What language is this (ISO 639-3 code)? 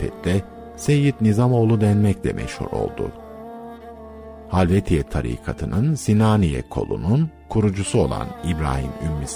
tur